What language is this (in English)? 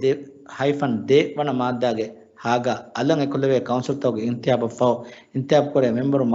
Divehi